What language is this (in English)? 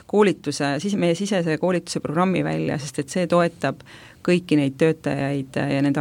Estonian